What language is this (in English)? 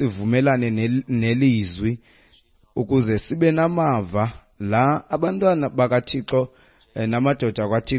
Xhosa